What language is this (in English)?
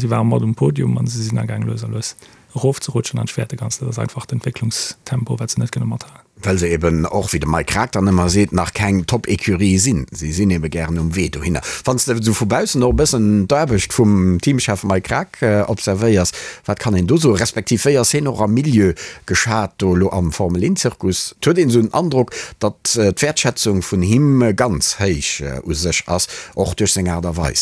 Luxembourgish